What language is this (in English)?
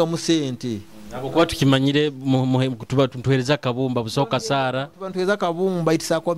Nyoro